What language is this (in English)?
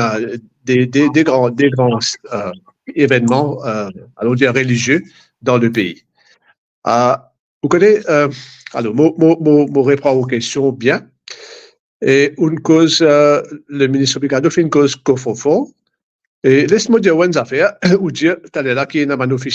Morisyen